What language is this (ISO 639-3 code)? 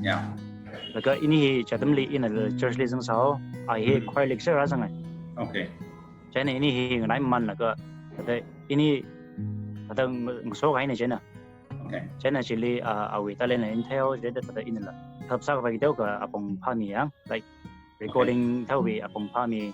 nmf